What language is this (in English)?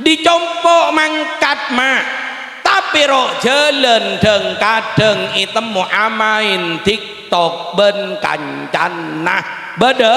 Madurese